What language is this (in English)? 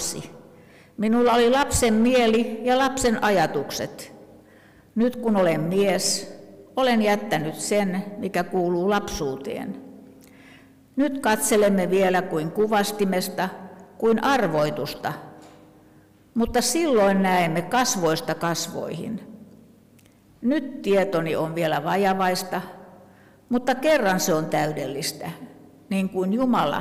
Finnish